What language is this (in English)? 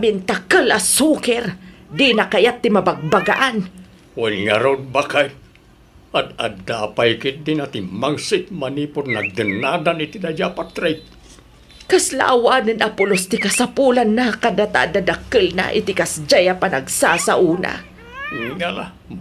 Iloko